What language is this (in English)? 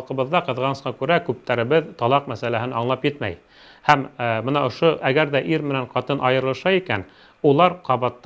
Bashkir